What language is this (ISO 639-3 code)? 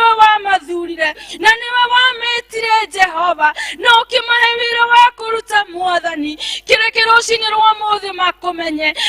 kik